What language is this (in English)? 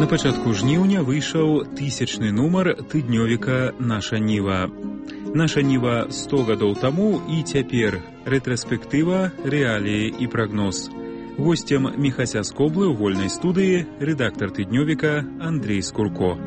Belarusian